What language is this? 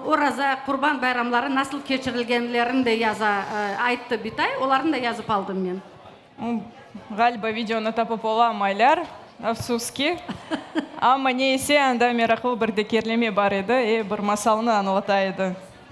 Crimean Tatar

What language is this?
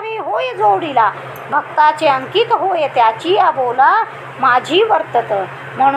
Marathi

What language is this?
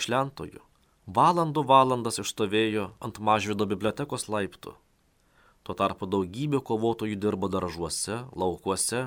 Lithuanian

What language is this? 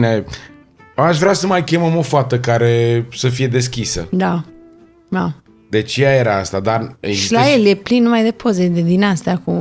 Romanian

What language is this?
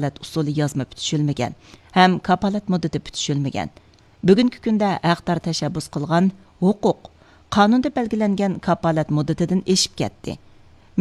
Uyghur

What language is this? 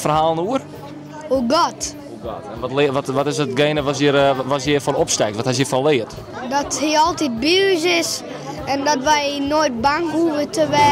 Western Frisian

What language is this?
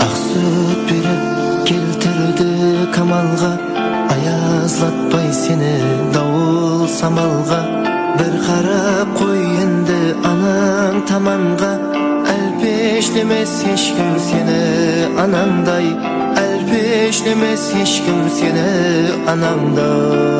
Kara-Kalpak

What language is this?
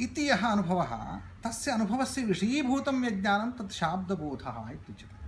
Sanskrit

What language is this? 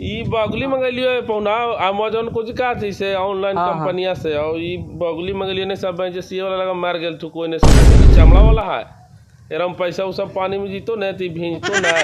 Magahi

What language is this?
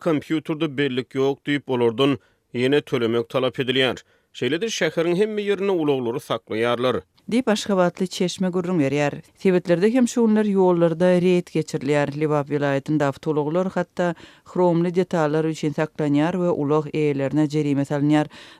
Turkmen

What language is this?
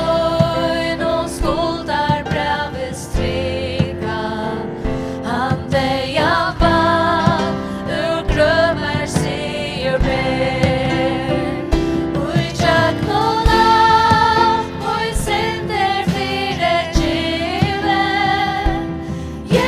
Faroese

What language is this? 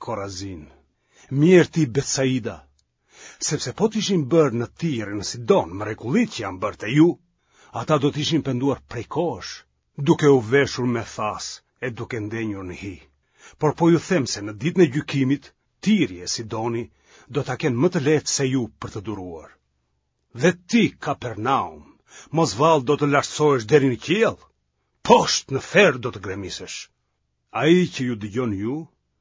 Albanian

